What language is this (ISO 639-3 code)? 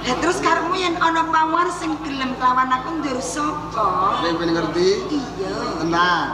jav